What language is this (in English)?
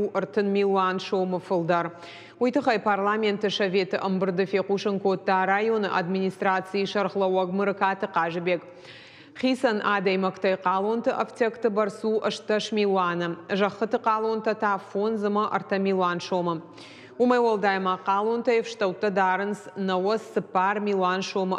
Ossetic